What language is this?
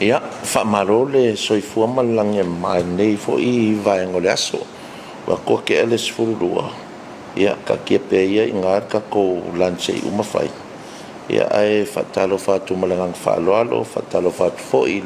Samoan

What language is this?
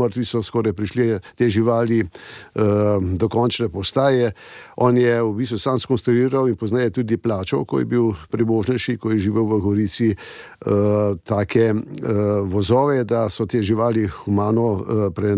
Slovenian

